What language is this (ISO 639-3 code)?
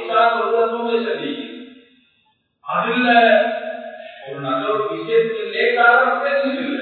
tam